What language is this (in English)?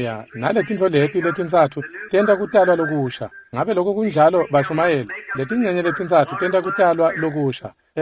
Swati